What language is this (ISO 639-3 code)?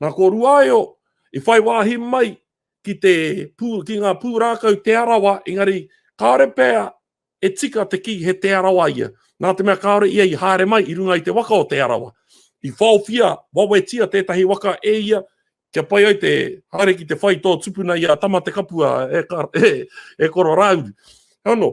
mri